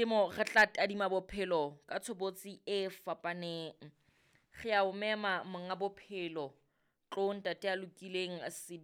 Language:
Southern Sotho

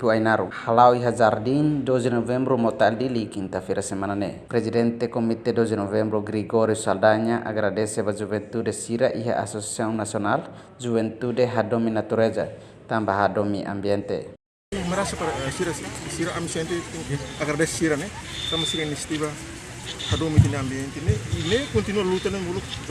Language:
Tetum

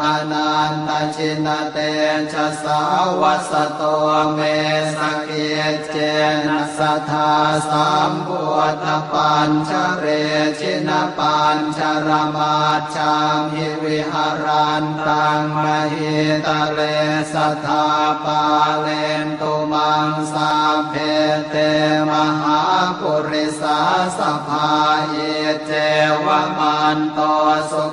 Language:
Pali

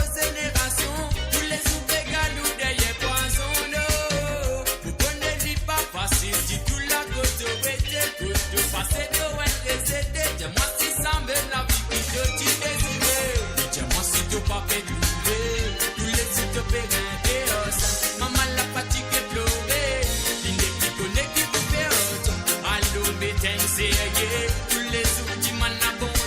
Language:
Morisyen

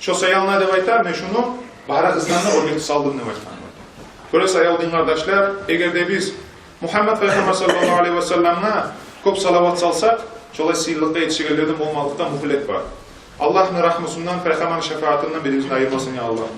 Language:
Kumyk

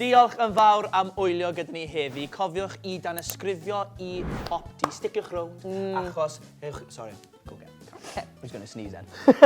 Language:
Welsh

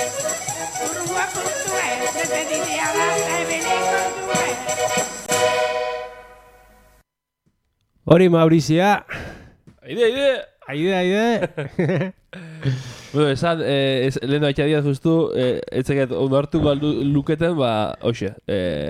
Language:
Basque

